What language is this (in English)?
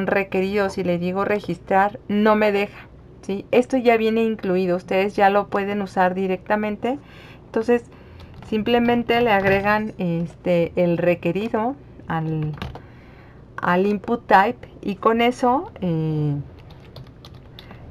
Spanish